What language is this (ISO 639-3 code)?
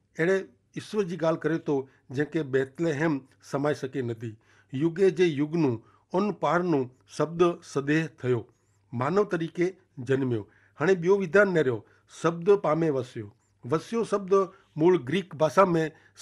kfr